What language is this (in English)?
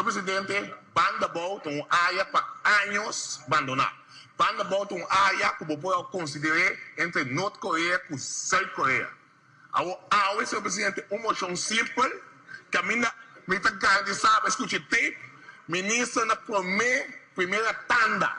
Papiamento